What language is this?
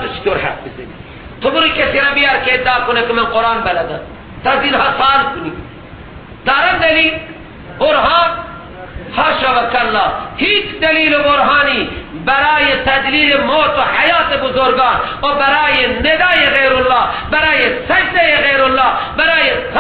Persian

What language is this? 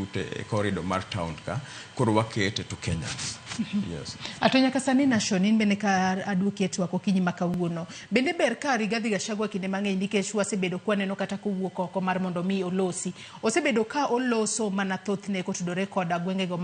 Luo (Kenya and Tanzania)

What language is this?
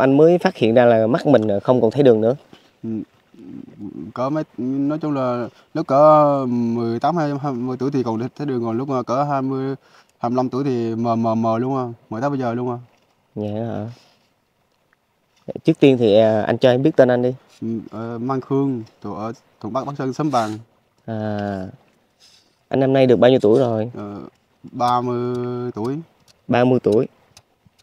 Vietnamese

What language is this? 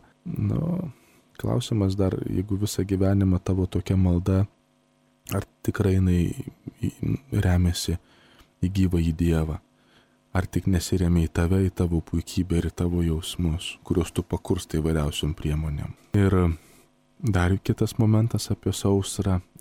Lithuanian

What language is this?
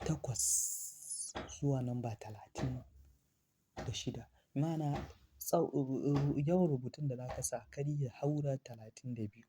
Hausa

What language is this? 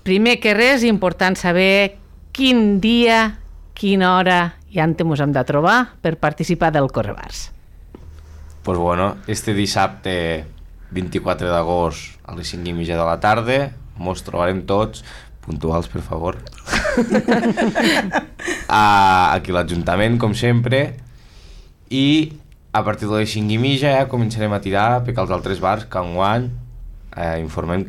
Catalan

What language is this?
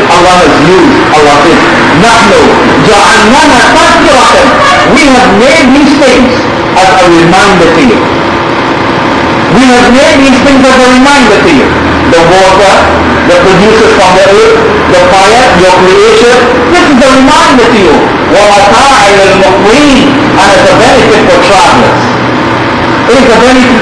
English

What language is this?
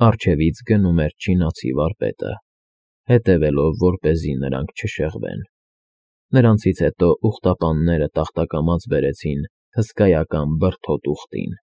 Armenian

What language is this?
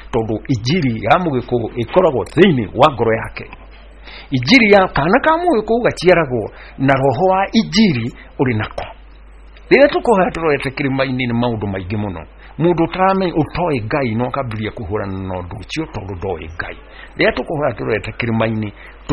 Kikuyu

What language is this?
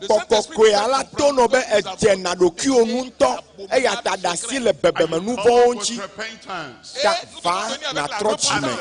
Ewe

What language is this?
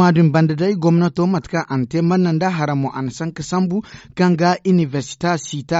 Zarma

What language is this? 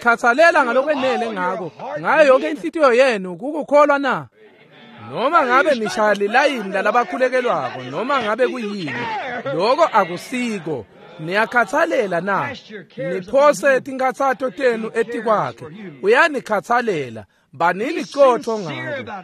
Swati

